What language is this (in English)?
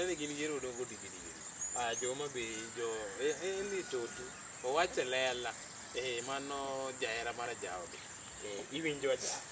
Luo (Kenya and Tanzania)